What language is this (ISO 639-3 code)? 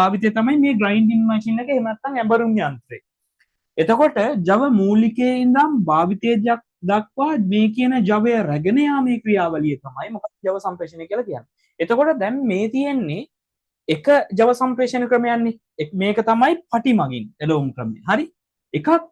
sin